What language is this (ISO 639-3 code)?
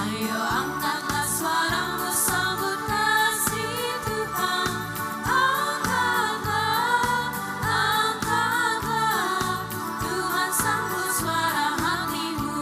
abs